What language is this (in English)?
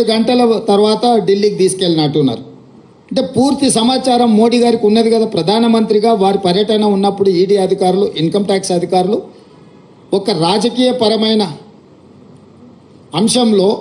Telugu